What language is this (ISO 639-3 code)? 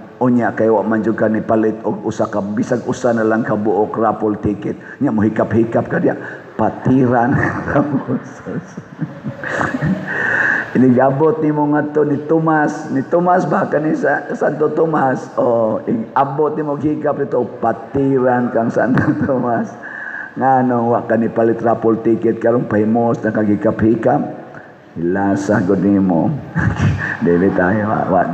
ceb